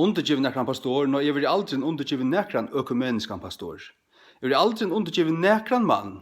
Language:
Faroese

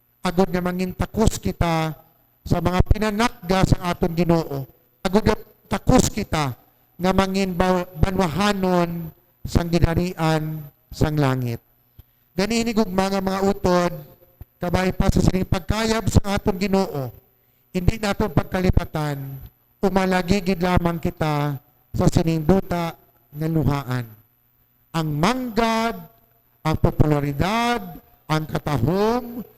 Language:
Hiligaynon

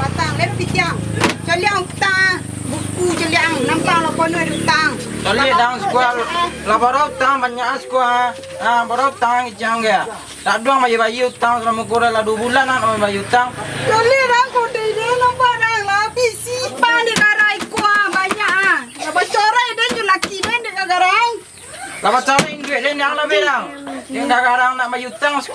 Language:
Minangkabau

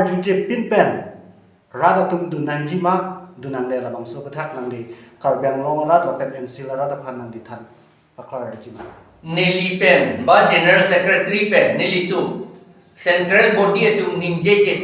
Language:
Karbi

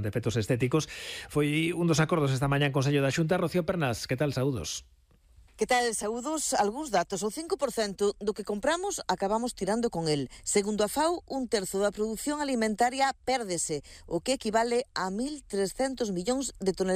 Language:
Galician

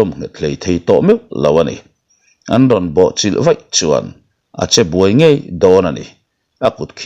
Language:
Mizo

